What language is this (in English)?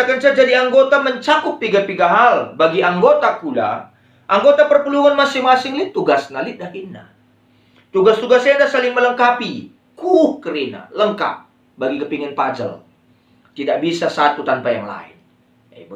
Batak Karo